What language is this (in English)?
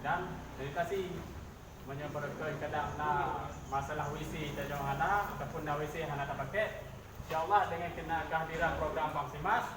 Achinese